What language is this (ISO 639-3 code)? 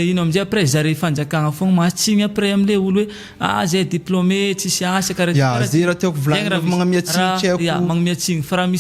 mlg